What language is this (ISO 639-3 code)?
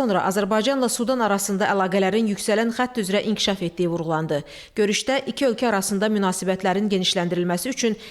aze